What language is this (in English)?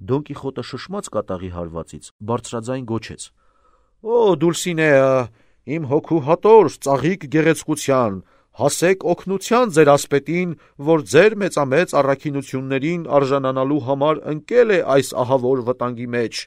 Armenian